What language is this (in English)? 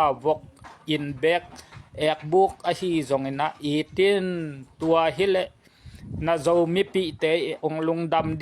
Tedim Chin